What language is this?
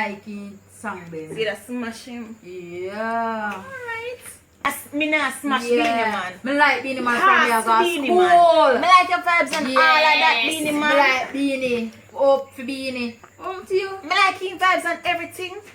Jamaican Creole English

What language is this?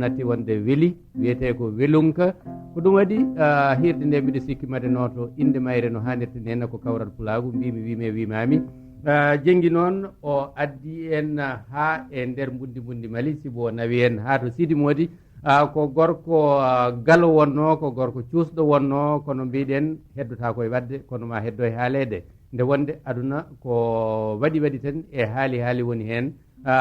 Fula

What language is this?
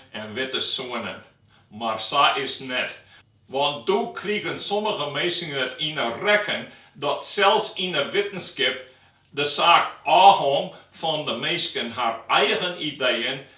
Western Frisian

